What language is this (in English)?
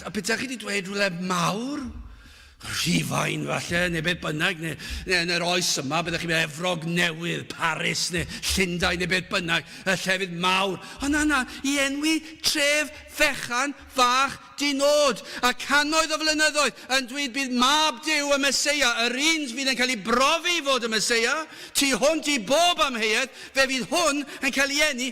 Welsh